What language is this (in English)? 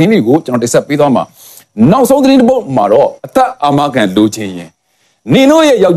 Burmese